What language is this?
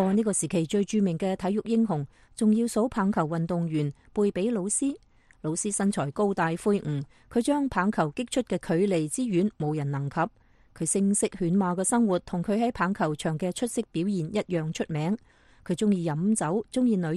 Cantonese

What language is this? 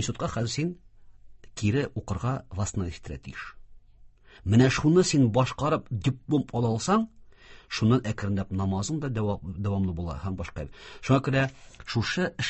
Tatar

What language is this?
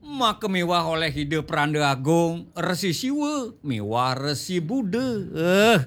Balinese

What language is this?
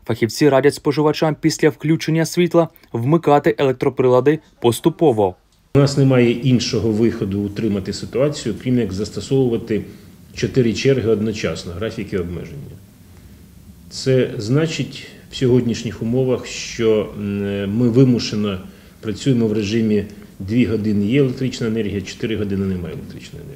Ukrainian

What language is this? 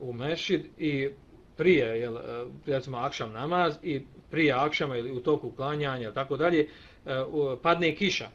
Bosnian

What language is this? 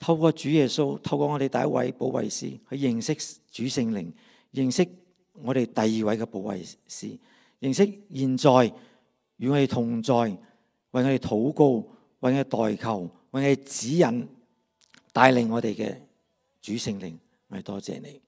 Cantonese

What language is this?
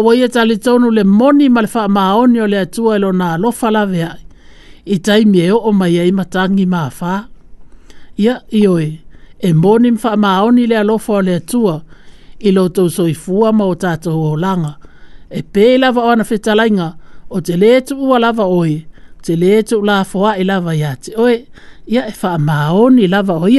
Samoan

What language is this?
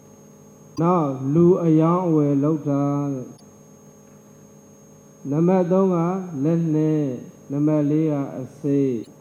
Burmese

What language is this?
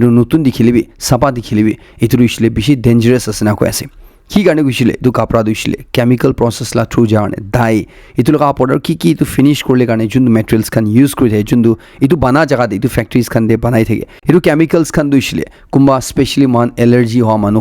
Naga Pidgin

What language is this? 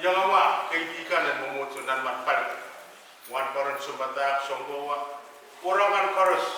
Pohnpeian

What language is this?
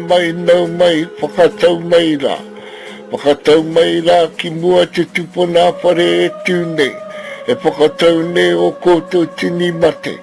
Māori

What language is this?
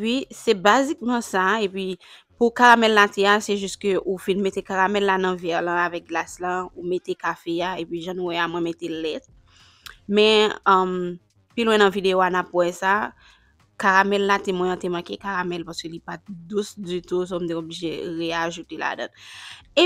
Haitian Creole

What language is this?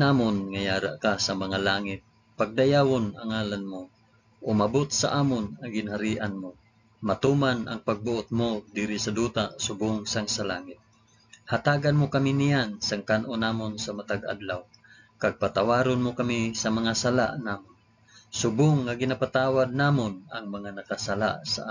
Hiligaynon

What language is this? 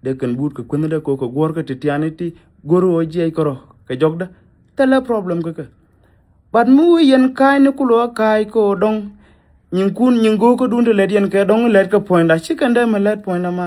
Nuer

